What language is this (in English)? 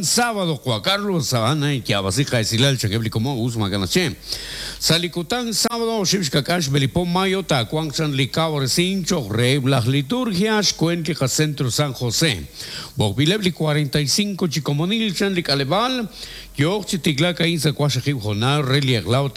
Kekchí